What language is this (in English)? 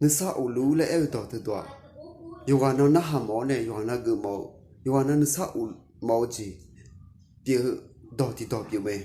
Akha